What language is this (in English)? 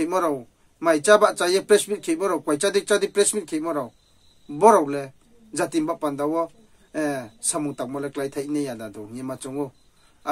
Riang (India)